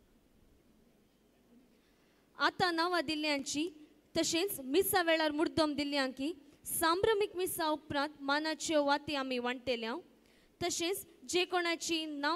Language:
Konkani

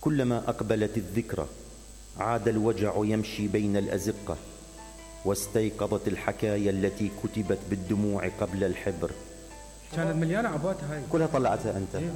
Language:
Mesopotamian Arabic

